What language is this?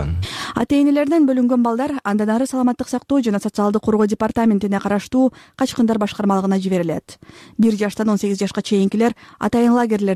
Kyrgyz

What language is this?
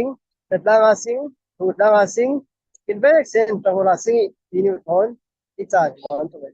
Falam Chin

